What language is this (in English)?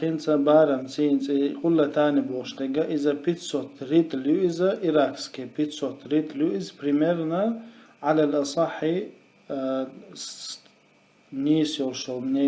Chechen